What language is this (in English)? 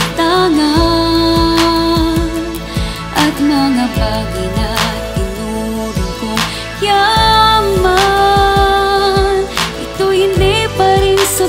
Filipino